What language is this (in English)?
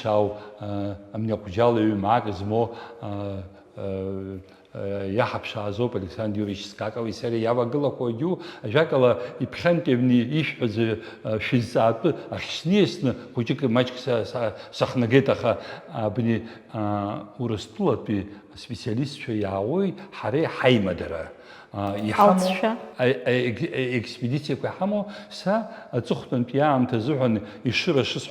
Abkhazian